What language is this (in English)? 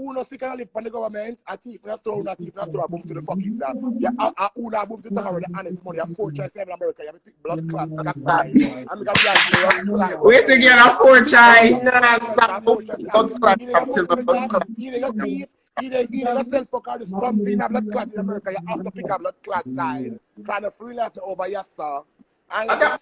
Jamaican Creole English